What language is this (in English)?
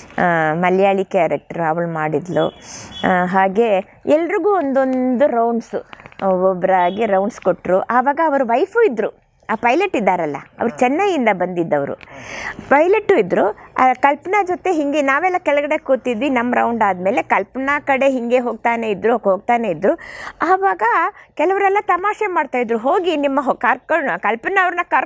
Kannada